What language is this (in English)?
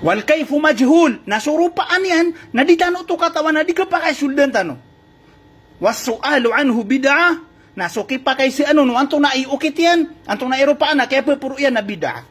Maranao